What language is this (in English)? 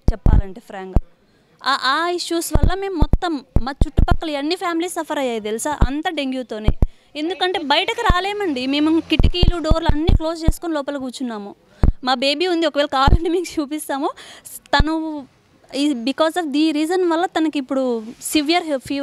Telugu